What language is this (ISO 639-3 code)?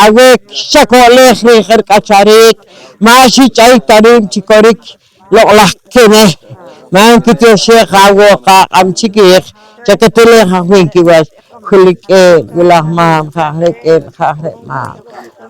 poh